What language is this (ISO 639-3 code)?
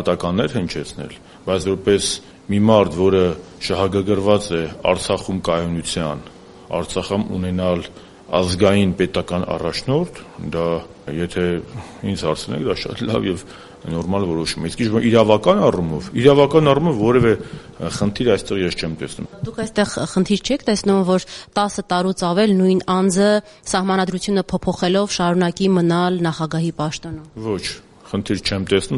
hye